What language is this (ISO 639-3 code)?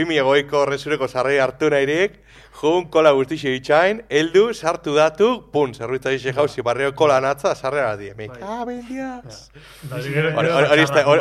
eus